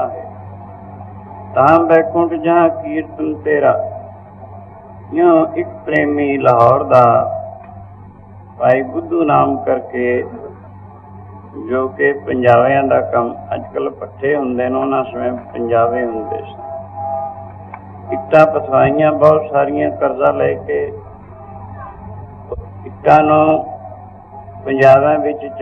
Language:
Punjabi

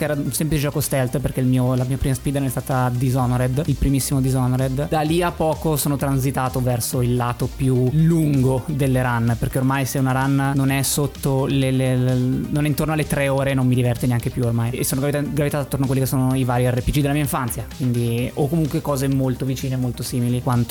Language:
Italian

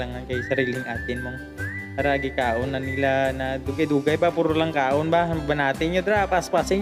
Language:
Hiligaynon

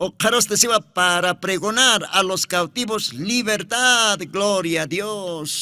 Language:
Aymara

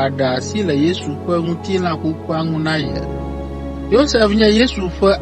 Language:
Ewe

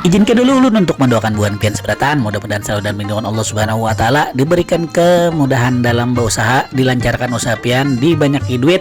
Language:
Banjar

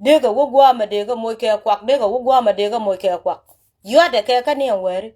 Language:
Nuer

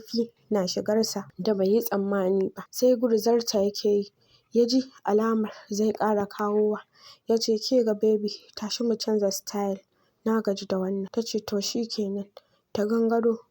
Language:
Hausa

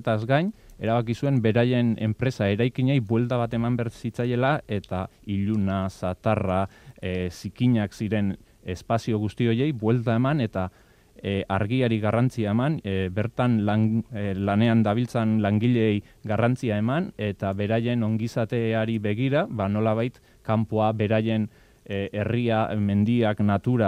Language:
Basque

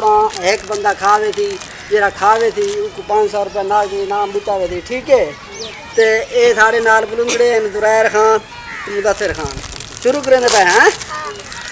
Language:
Saraiki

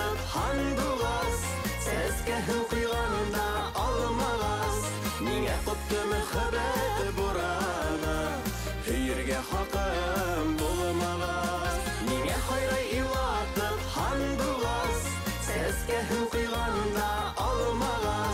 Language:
Bashkir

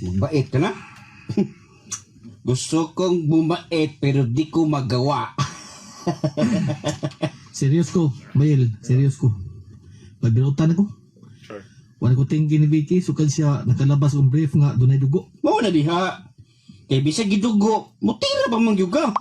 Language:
Cebuano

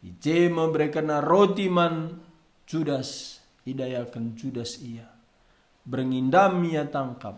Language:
Batak Karo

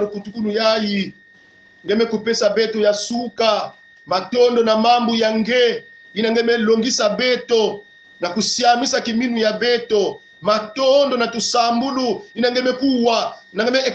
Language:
Kongo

